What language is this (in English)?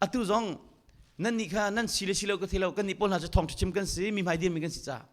Hakha Chin